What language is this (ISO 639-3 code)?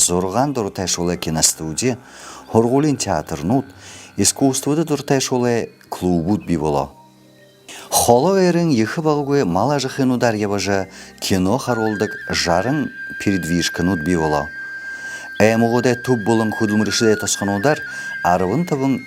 bua